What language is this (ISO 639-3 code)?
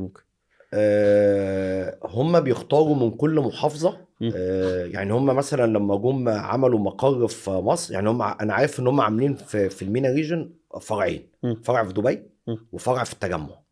arz